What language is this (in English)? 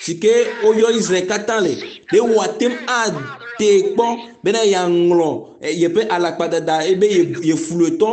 Ewe